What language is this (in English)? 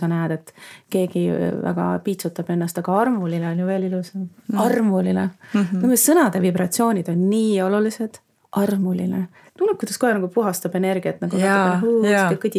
Estonian